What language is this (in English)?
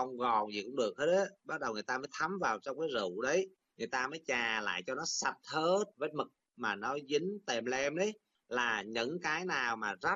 Vietnamese